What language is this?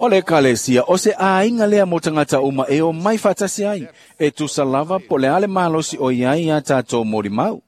Samoan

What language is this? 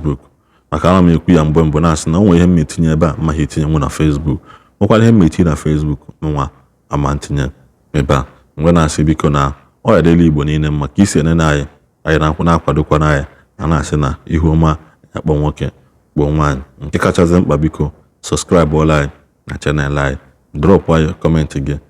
Igbo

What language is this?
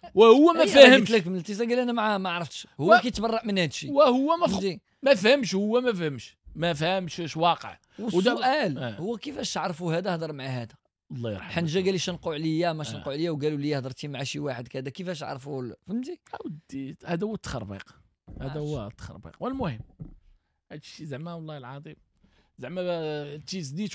Moroccan Arabic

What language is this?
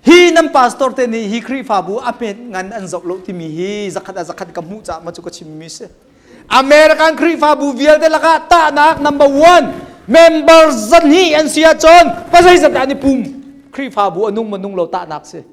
Hakha Chin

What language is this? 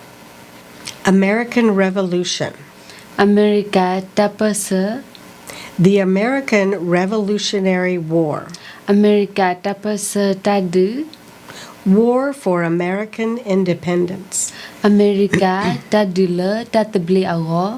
S'gaw Karen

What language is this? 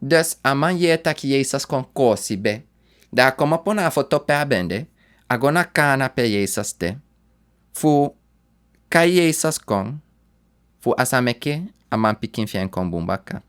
Sranan Tongo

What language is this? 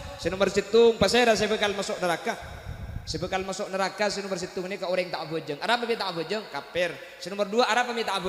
Madurese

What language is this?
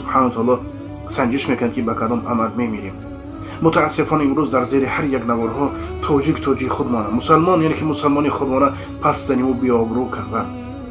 Tajik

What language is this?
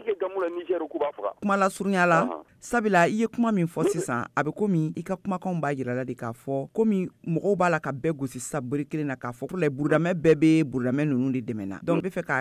Bambara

